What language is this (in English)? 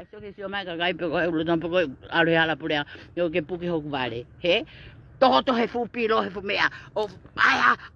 Tongan